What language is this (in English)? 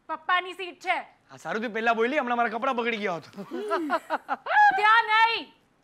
Gujarati